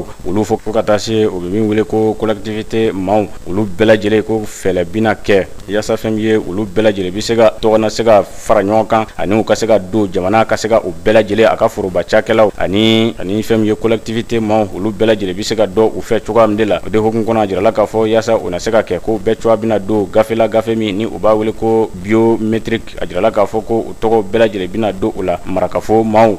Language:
Bambara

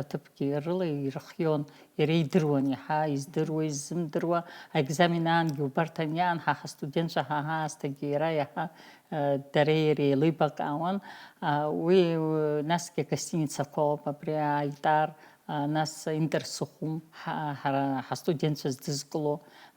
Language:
Abkhazian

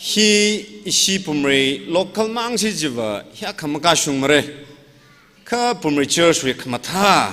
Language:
Tangkhul Naga (India)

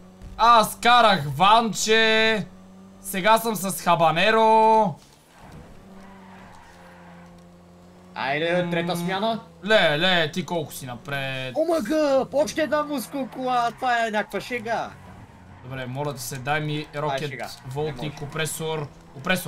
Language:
Bulgarian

